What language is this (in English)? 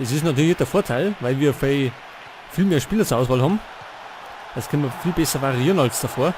Bavarian